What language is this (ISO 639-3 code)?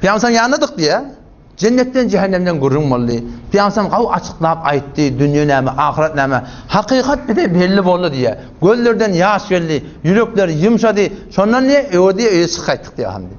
tuk